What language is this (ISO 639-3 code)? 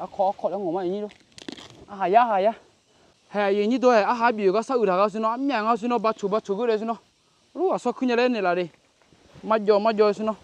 ahk